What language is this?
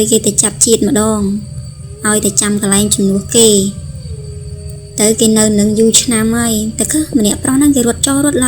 Khmer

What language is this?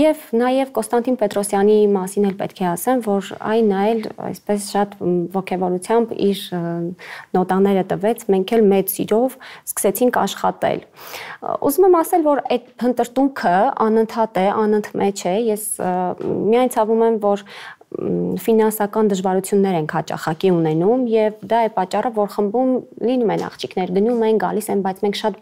Armenian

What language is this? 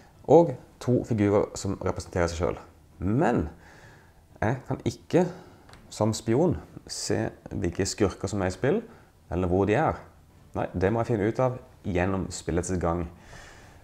Norwegian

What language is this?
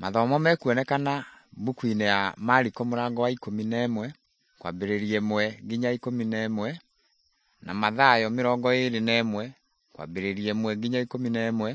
Kikuyu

